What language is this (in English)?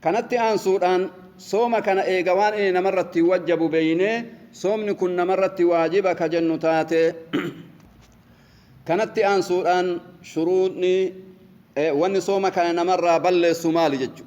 Oromo